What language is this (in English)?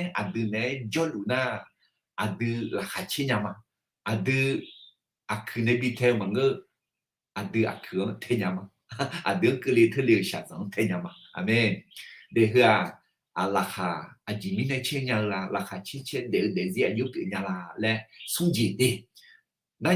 Akha